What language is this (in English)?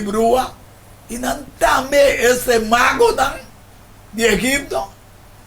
Papiamento